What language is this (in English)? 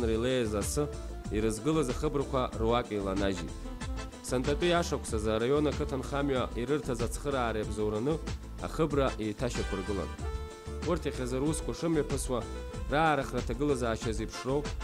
Abkhazian